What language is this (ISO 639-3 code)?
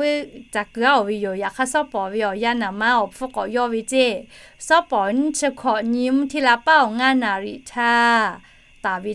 lhu